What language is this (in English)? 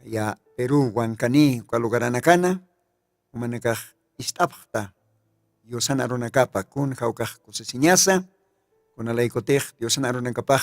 Aymara